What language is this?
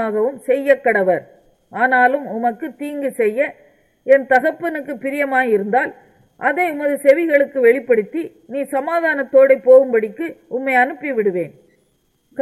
Tamil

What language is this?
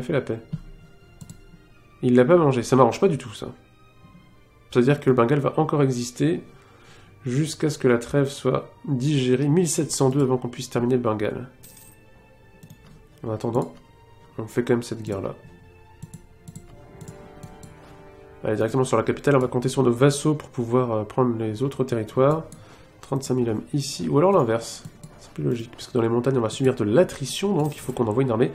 French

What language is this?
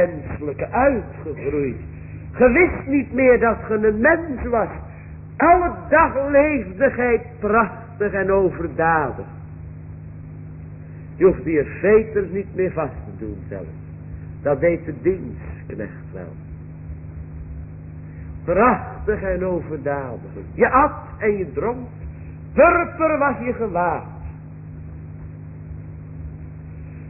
Dutch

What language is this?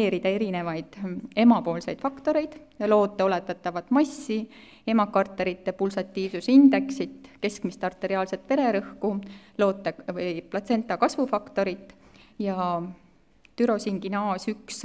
Estonian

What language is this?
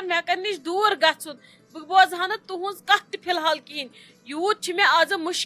Kashmiri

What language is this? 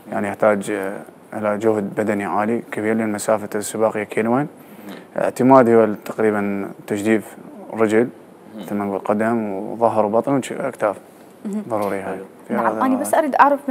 Mesopotamian Arabic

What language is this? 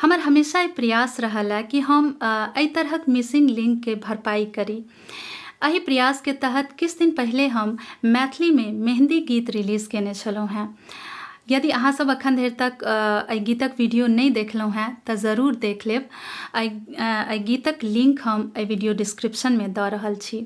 Maithili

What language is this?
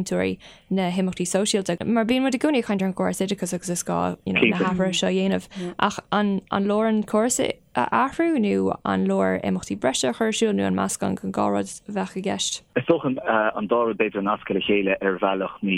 Irish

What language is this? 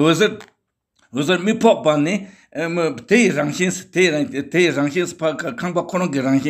Tibetan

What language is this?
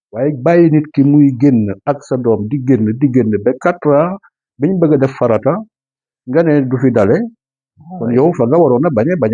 Wolof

